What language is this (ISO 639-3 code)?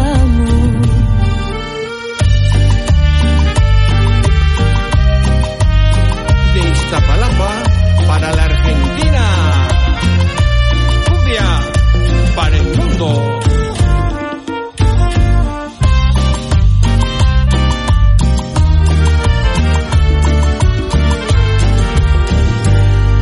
spa